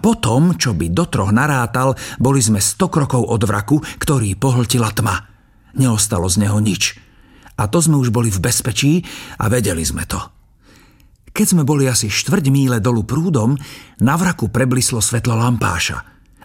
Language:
Slovak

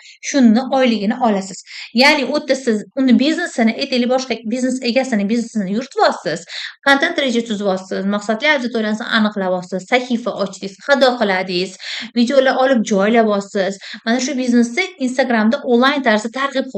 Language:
Uzbek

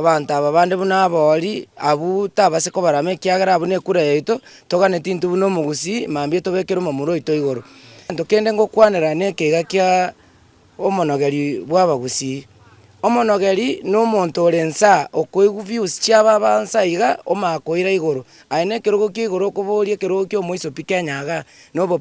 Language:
Gusii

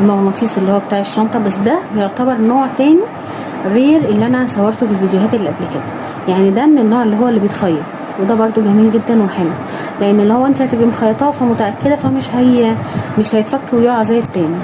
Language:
Egyptian Arabic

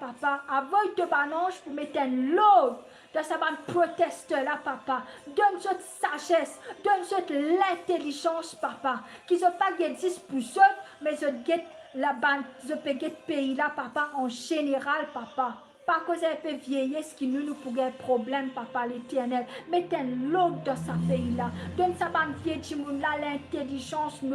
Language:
Morisyen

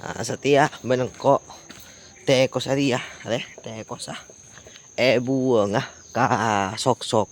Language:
Madurese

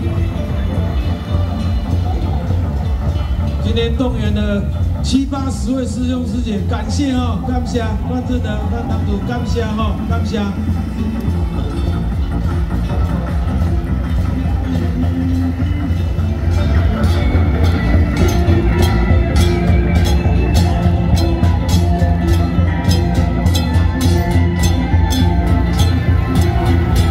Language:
Chinese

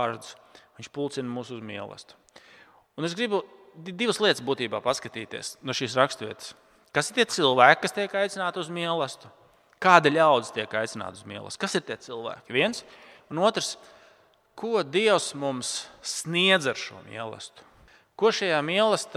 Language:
Latvian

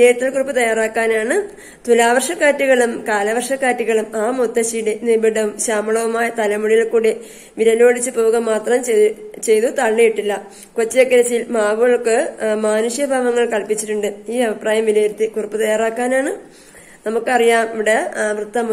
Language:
Malayalam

